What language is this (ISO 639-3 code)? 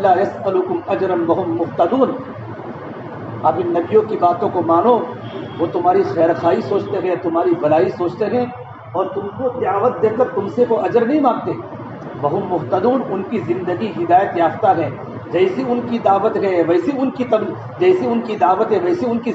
urd